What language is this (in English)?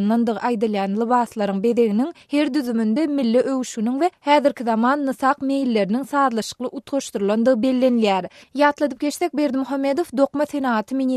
Turkmen